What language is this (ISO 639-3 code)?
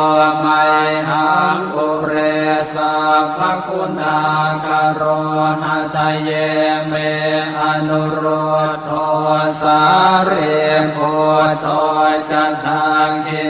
pli